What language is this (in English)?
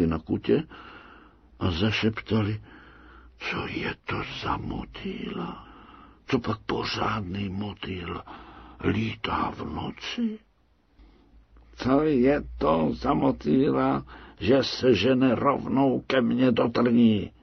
Czech